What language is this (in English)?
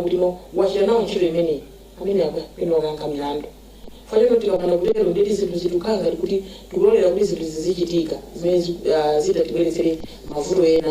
Nyanja